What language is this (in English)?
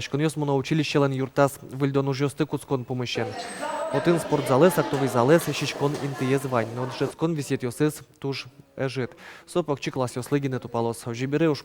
Udmurt